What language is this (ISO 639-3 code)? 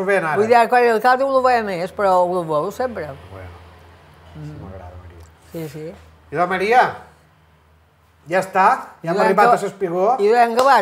cat